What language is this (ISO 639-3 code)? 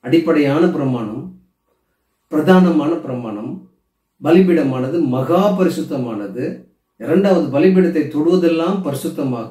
tam